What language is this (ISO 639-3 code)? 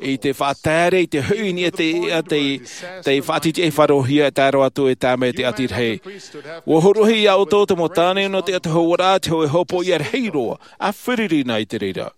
tah